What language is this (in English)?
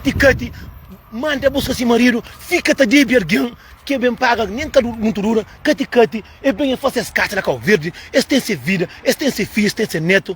Kabuverdianu